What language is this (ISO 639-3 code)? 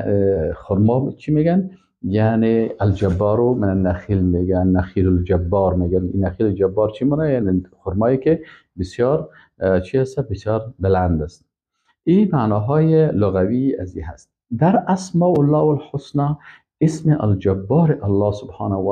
fas